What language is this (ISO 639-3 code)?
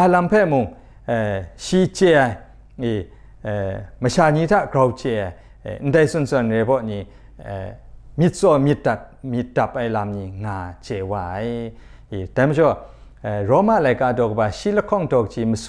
kac